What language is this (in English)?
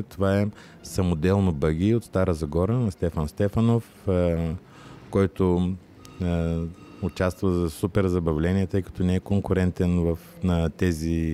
Bulgarian